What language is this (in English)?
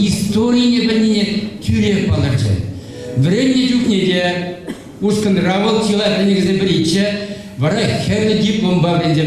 Chuvash